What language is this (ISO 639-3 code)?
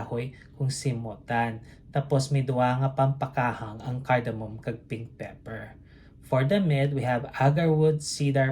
hil